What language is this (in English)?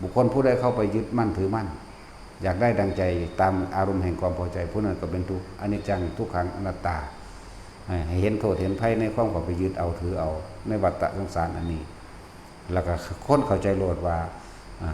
Lao